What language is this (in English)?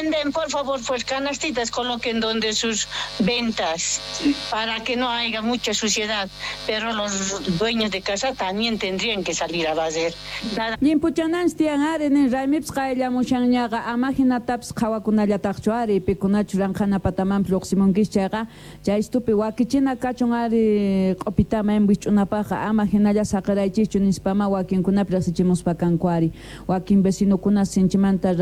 South Bolivian Quechua